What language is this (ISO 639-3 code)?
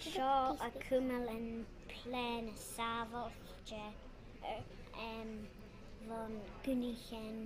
gla